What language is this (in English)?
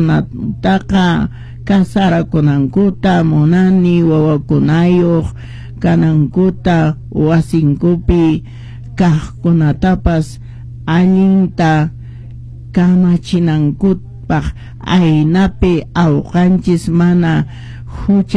Quechua